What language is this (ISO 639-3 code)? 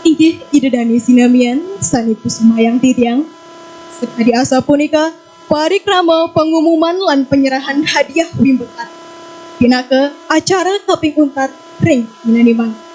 ban